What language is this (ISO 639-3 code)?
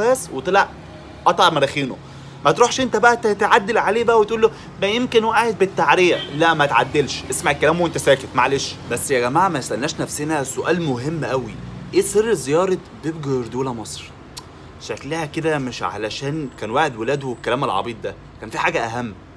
arz